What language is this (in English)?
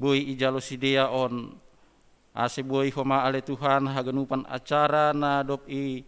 Batak Simalungun